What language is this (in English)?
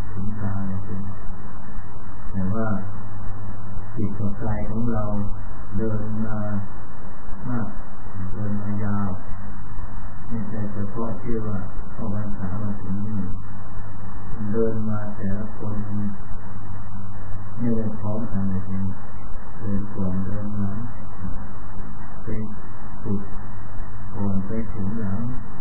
Thai